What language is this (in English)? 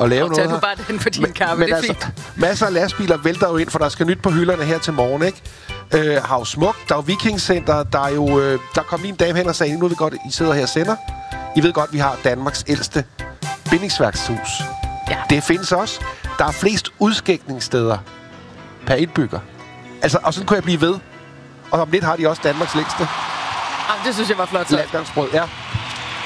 Danish